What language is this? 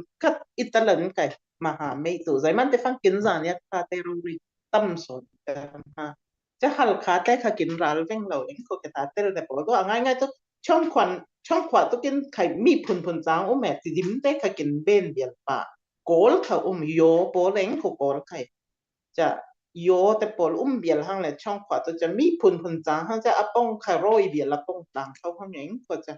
Falam Chin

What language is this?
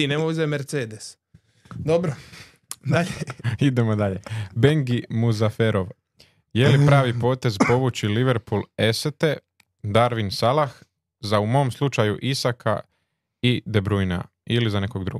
Serbian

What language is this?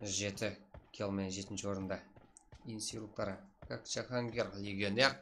Kara-Kalpak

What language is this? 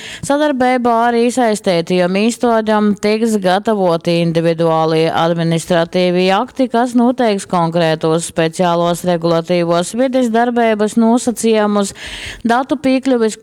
Latgalian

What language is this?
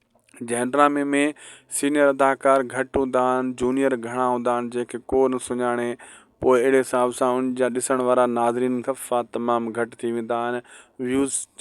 Sindhi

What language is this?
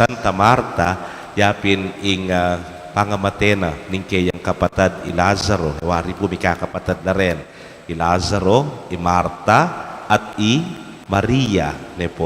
Pampanga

